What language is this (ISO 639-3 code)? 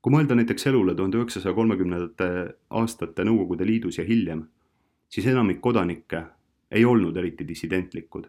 est